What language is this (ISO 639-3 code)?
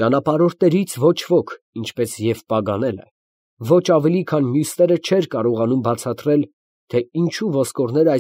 hye